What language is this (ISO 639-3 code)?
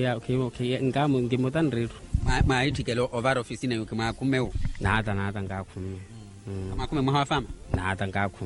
vmw